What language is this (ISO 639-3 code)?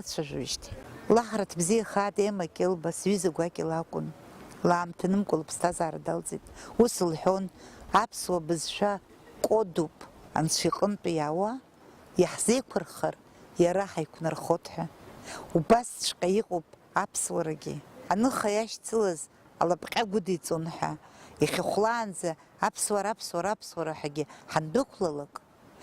abk